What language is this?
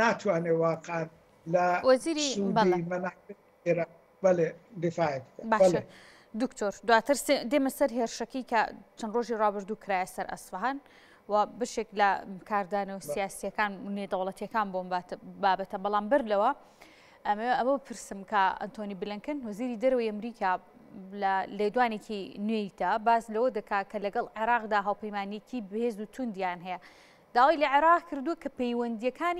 Central Kurdish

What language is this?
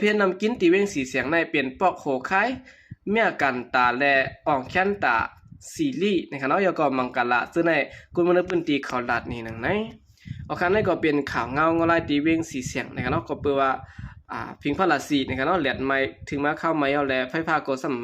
Shan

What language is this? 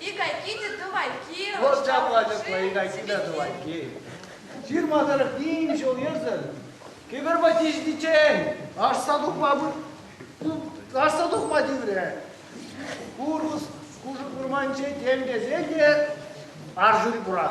Chuvash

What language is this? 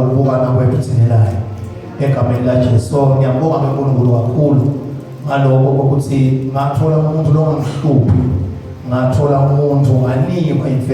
Zulu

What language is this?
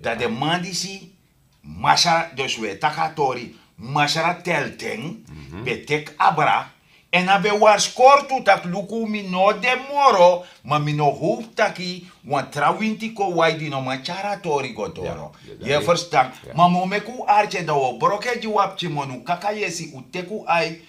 Sranan Tongo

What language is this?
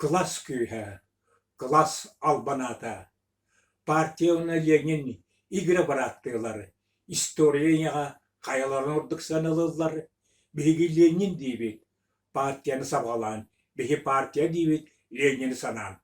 Yakut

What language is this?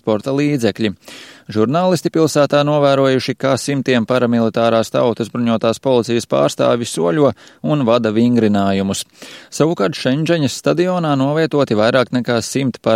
Latvian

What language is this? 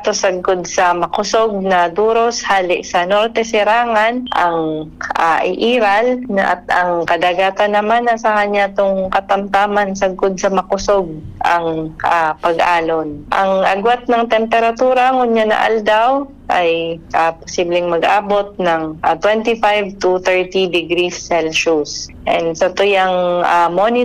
Bikol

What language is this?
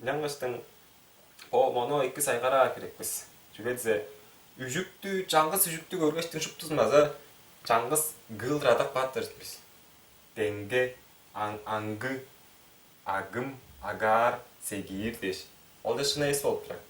Tuvinian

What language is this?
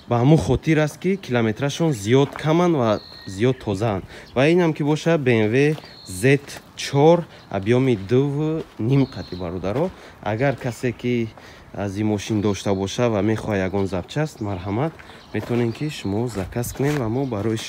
Tajik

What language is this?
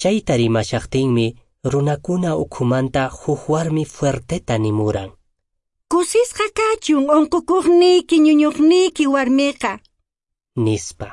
Quechua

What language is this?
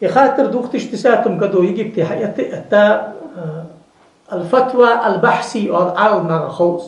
Ingush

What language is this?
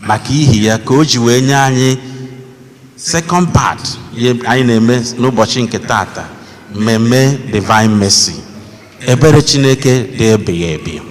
Igbo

